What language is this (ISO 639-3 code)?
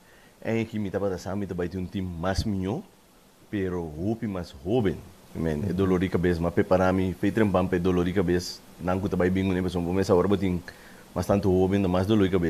pap